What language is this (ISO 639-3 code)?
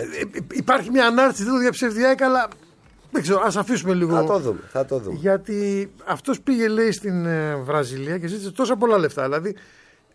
ell